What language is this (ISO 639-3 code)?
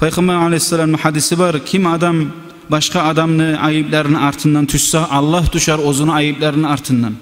kum